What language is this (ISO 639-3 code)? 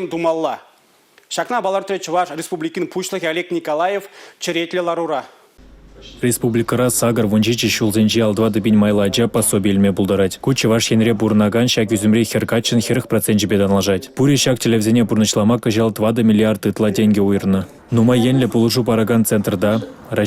chv